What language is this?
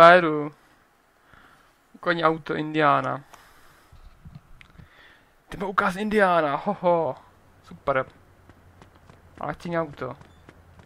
Czech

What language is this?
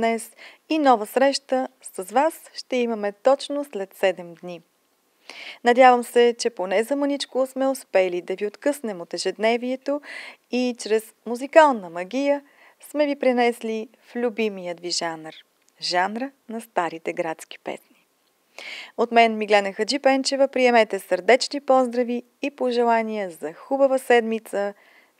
Bulgarian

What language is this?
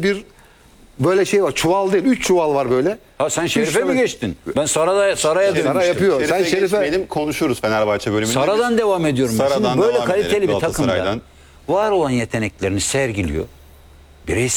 Turkish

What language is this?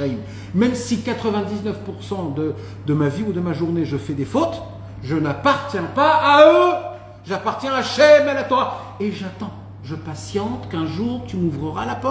French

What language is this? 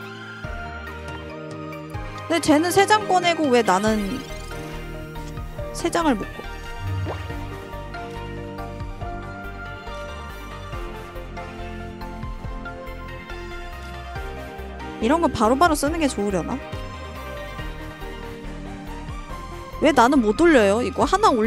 Korean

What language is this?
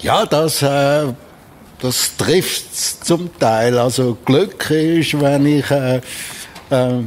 Swiss German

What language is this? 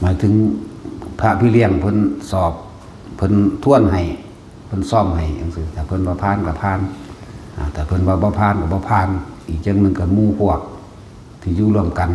Northeastern Thai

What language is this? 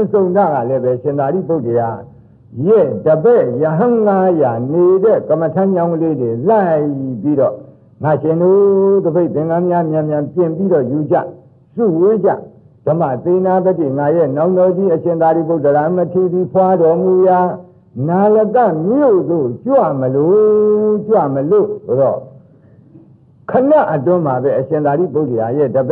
Burmese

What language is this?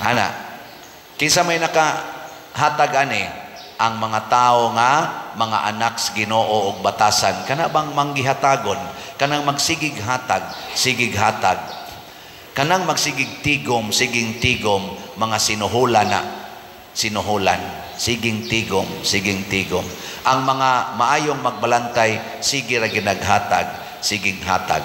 Cebuano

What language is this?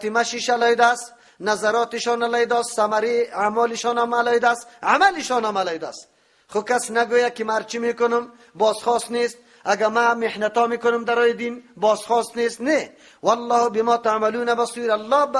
Persian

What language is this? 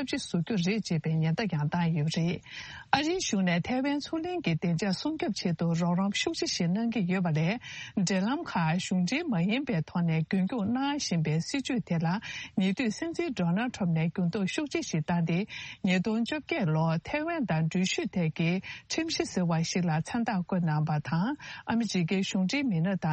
Tibetan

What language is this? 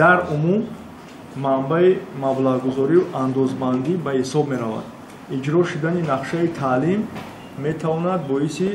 Tajik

